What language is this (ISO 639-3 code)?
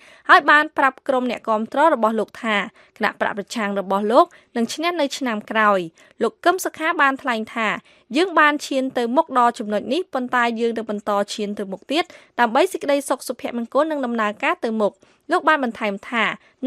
khm